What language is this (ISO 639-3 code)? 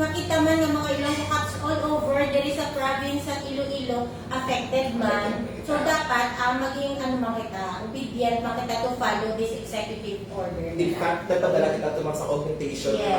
hil